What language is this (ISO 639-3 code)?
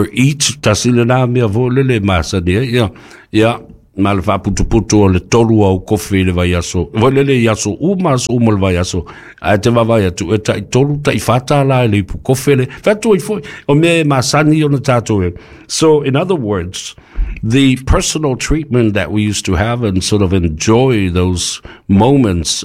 smo